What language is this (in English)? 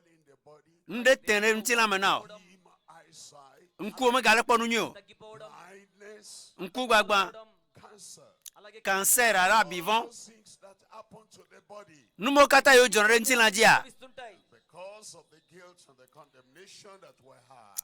Ewe